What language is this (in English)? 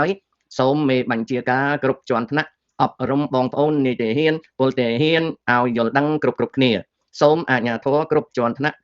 Khmer